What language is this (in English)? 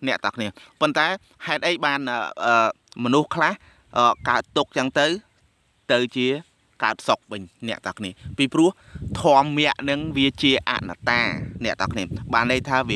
Khmer